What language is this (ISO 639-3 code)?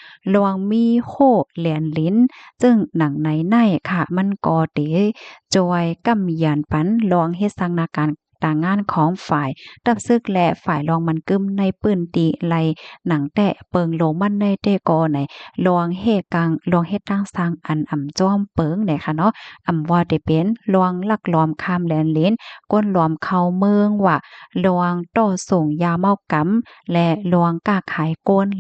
shn